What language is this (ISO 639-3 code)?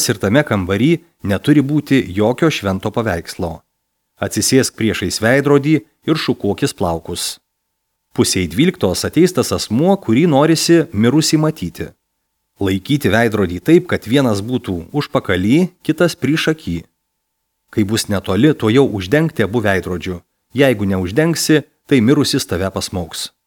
lit